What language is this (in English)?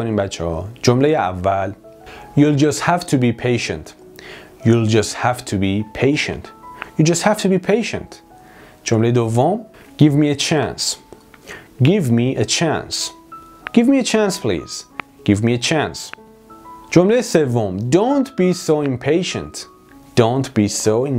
Persian